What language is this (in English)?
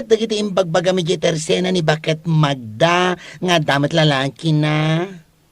Iloko